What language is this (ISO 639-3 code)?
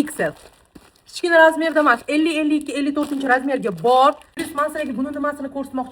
uzb